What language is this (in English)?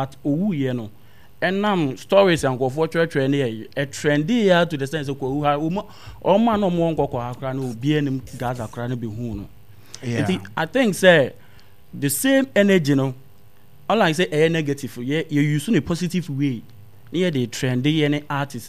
Akan